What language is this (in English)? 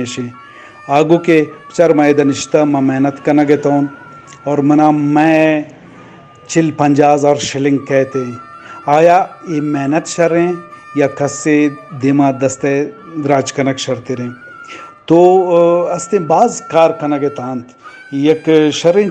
Eastern Balochi